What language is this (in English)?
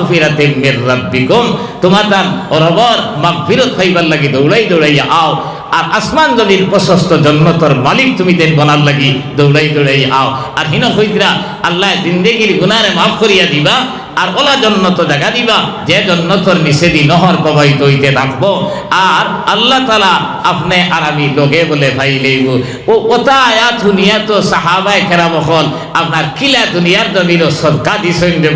Sylheti